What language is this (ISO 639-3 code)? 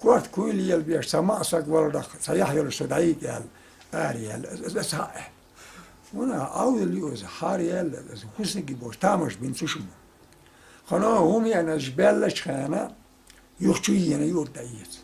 che